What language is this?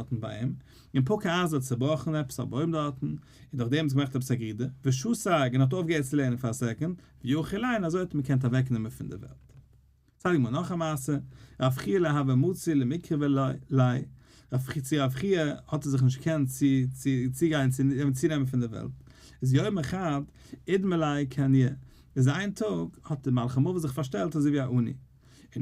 Yiddish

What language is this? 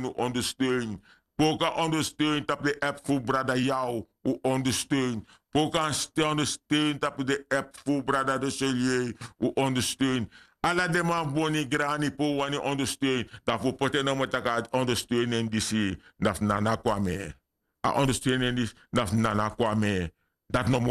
Sranan Tongo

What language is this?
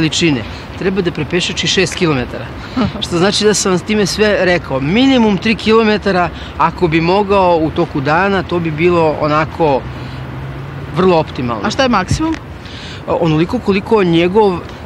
Serbian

